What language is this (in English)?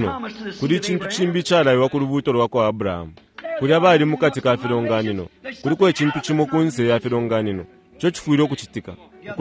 Bemba